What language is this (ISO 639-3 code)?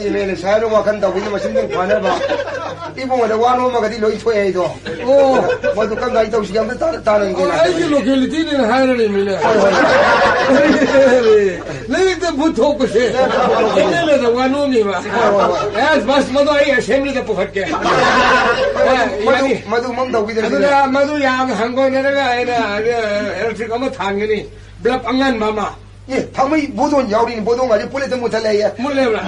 mni